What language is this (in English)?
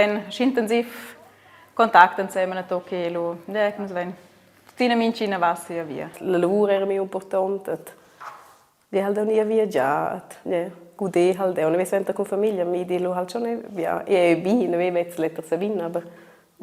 Romansh